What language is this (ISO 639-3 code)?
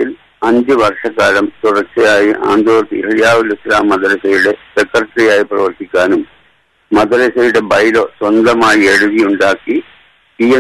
mal